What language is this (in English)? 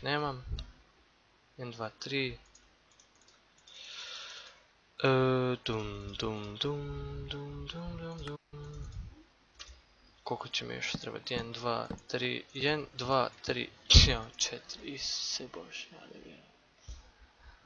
Croatian